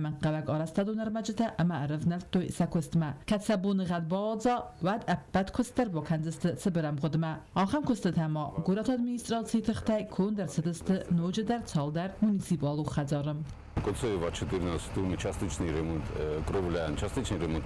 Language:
Ossetic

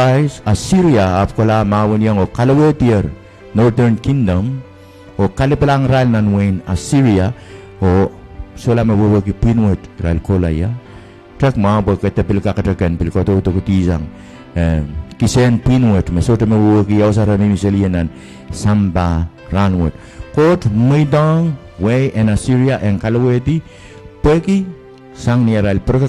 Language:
Pohnpeian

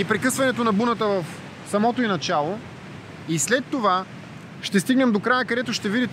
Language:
Bulgarian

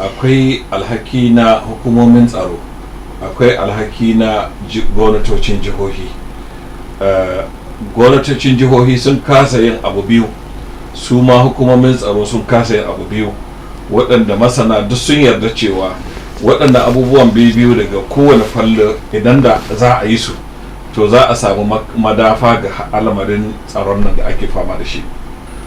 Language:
Hausa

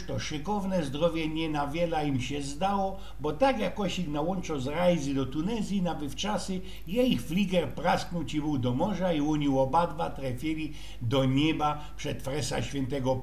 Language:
Silesian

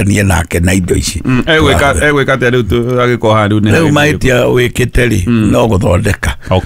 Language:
Kikuyu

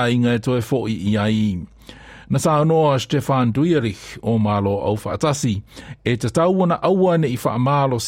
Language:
Samoan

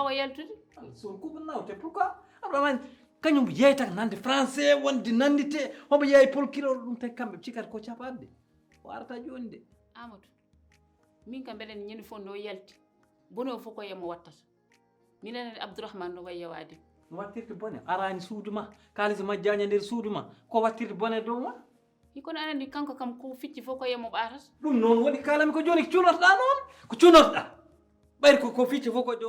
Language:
Fula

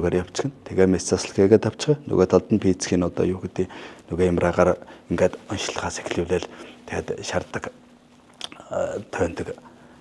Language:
Mongolian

